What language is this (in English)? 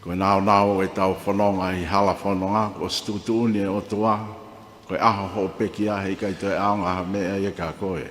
Tongan